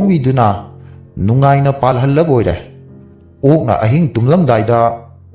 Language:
Manipuri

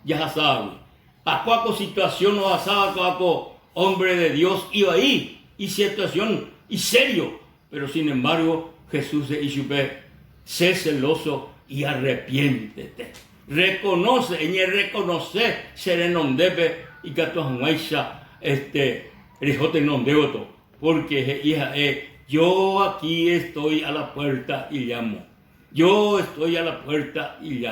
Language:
Guarani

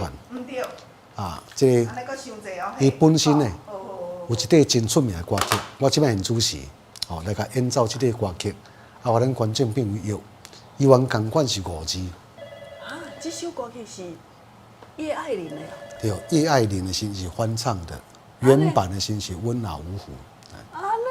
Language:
Min Nan Chinese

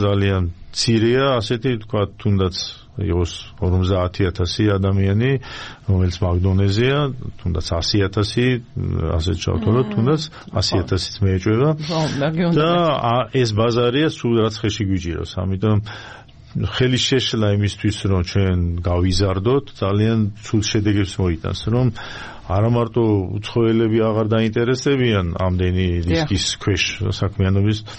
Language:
Georgian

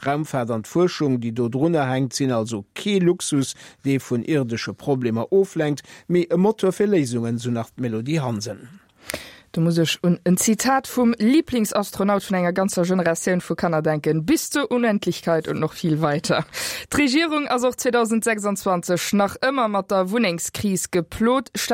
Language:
Luxembourgish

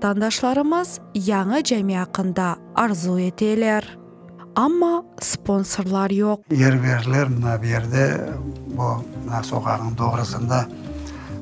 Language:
Crimean Tatar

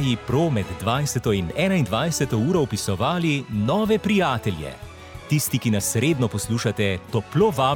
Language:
Slovenian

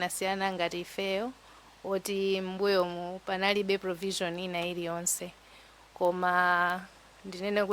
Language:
Nyanja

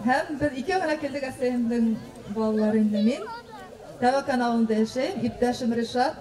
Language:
Bashkir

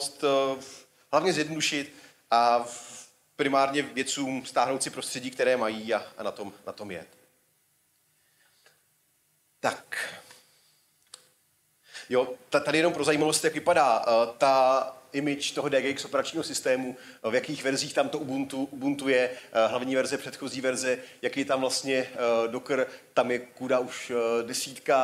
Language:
Czech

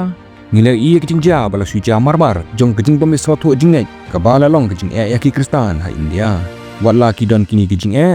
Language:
Khasi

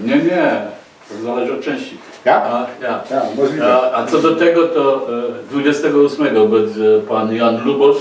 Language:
Silesian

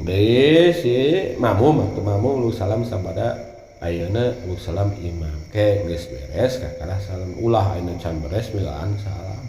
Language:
Sundanese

